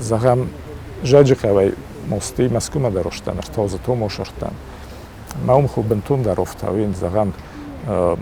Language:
Ossetic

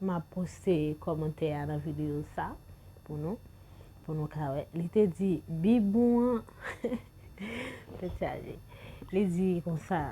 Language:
Haitian Creole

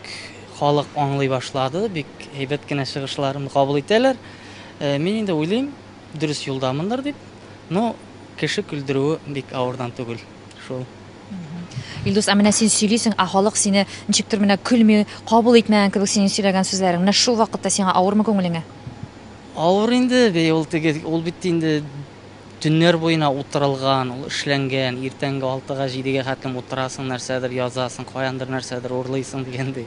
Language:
Tatar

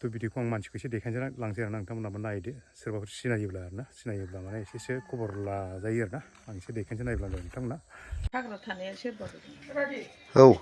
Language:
Bodo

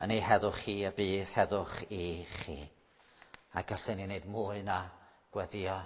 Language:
Welsh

